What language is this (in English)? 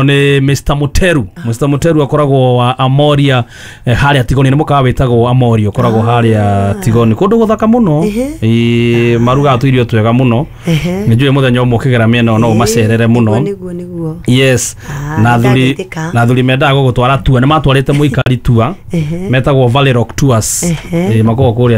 Kikuyu